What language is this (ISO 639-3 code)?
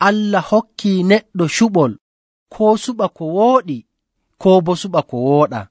fuv